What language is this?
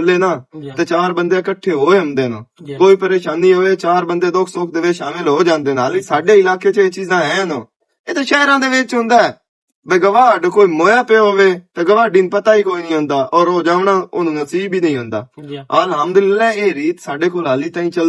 Western Panjabi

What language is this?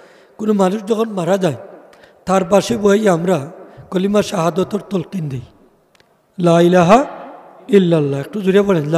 Sylheti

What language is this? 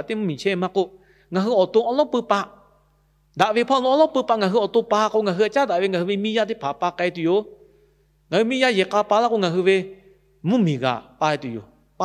Lahu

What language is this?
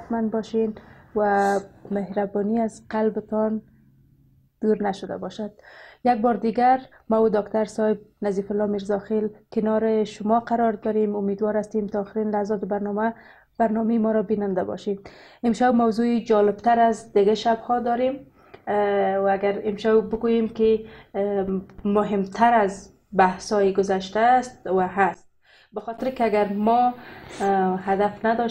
Persian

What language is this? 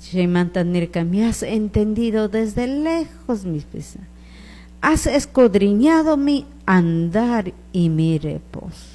Chimborazo Highland Quichua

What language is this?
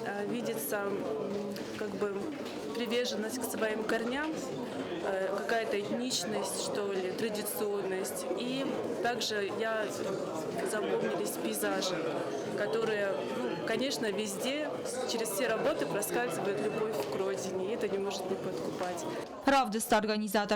Ossetic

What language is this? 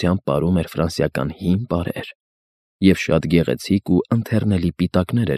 Armenian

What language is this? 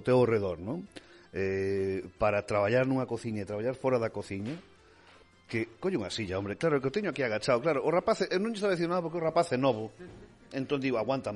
Galician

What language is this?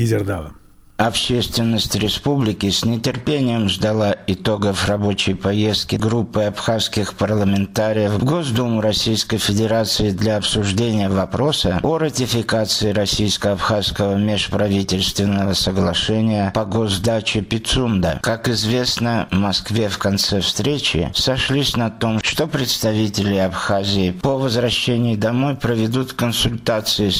Russian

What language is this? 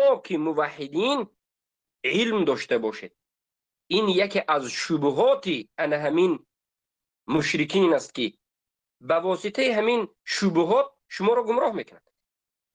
Tajik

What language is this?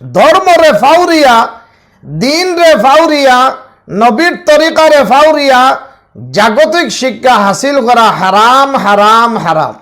Sylheti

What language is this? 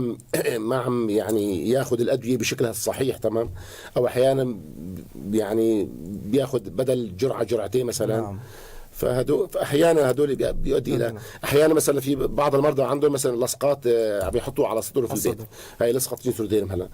North Levantine Arabic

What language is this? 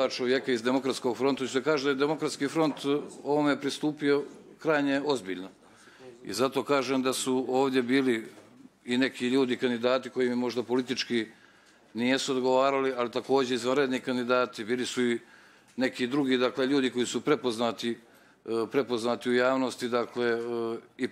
Bosnian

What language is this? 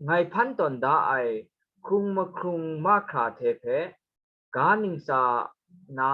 Kachin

